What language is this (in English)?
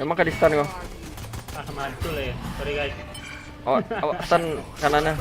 Minangkabau